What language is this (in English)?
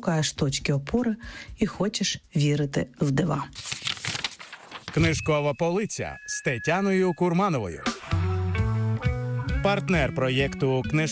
Ukrainian